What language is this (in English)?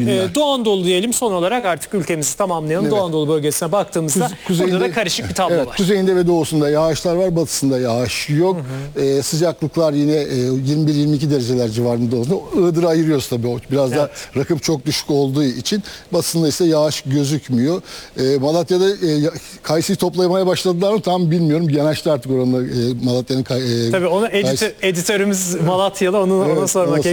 Turkish